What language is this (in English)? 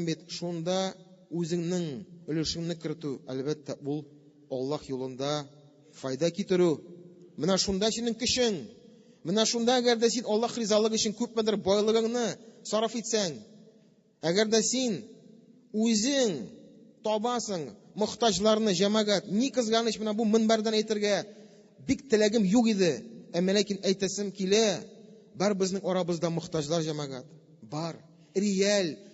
Tatar